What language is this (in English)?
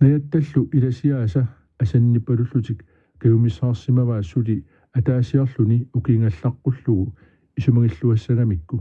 Kalaallisut